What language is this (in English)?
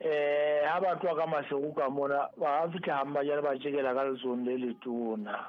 Southern Sotho